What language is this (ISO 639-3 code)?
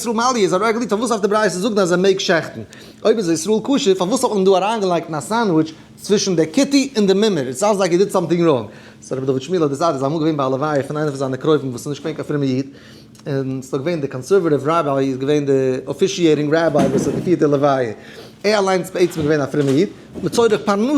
yid